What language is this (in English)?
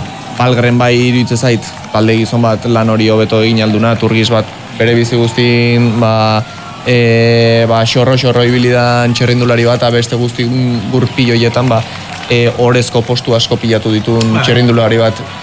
Basque